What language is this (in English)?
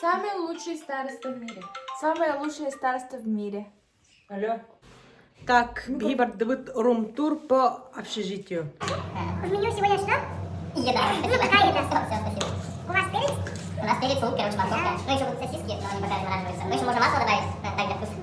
Yakut